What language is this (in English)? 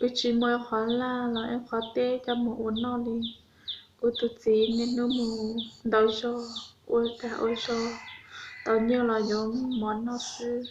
Hmong